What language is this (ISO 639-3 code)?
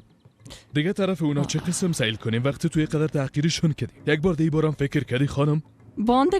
fas